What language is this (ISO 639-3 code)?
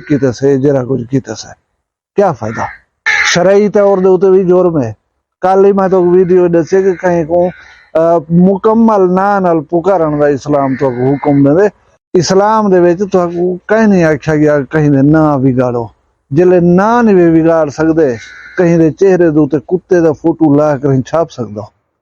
skr